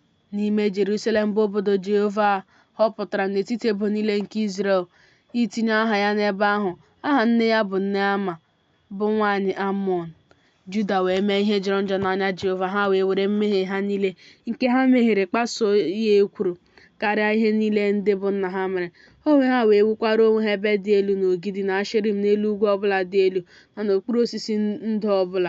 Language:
Igbo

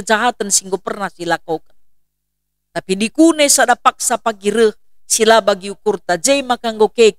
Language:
Batak Karo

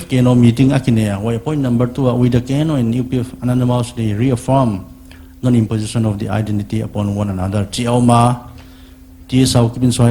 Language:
Paite Chin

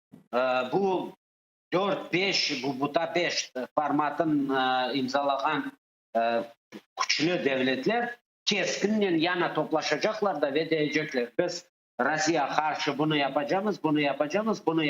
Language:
Crimean Tatar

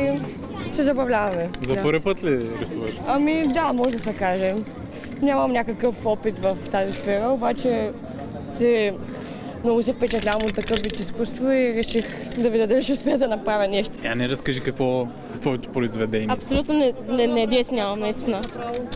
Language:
Bulgarian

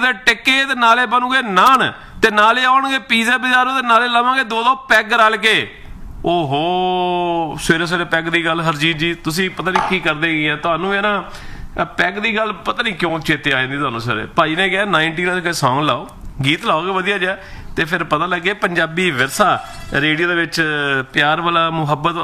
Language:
Punjabi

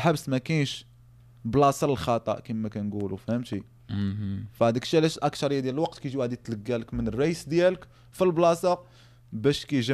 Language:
Moroccan Arabic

